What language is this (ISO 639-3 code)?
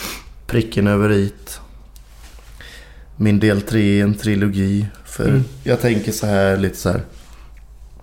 swe